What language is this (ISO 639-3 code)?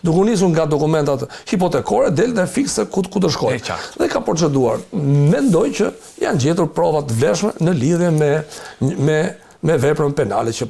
sqi